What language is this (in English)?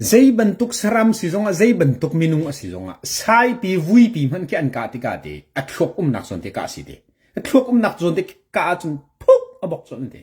Hakha Chin